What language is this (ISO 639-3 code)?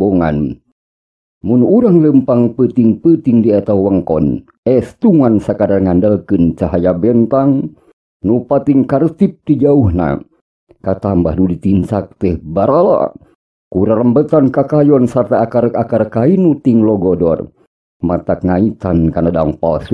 sun